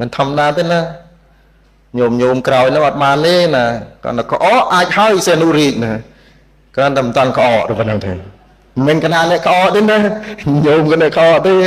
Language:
Khmer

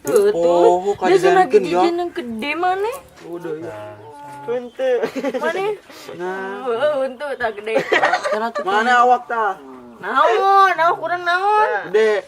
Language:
Sundanese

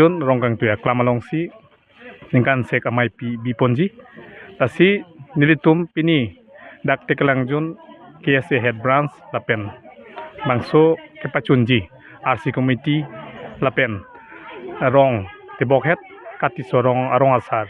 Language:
Karbi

